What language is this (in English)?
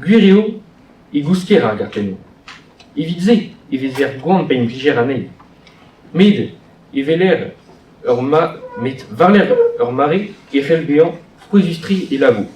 Breton